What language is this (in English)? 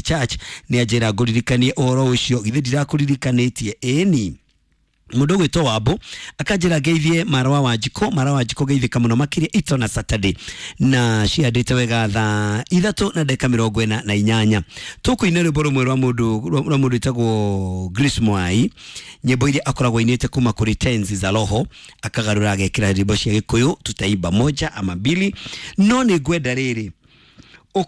Kikuyu